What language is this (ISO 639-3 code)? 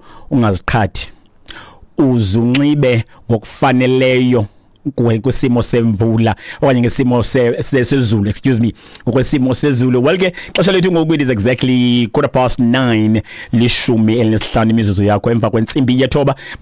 xho